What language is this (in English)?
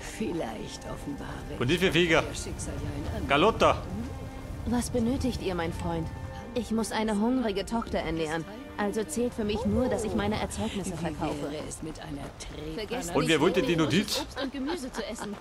Bavarian